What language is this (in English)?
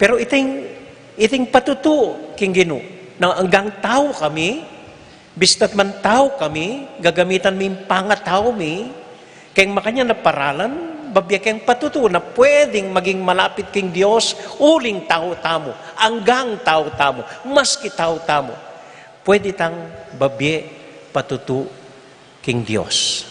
Pampanga